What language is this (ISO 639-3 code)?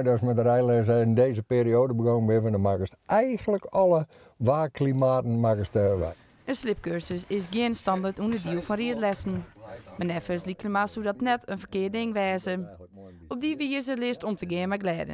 fry